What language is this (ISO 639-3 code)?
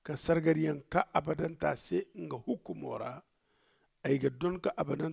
dje